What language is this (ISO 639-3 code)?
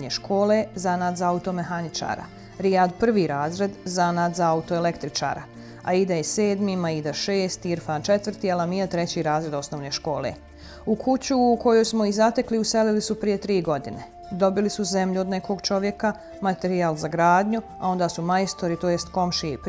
bos